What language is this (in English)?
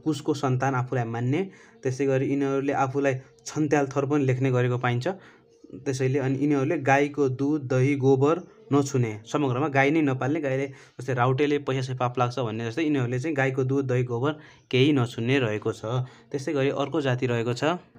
Nepali